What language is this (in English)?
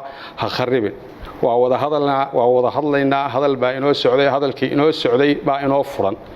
Somali